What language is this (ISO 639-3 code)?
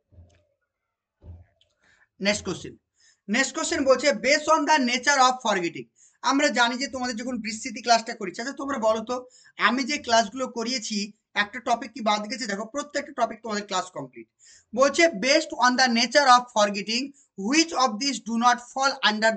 ben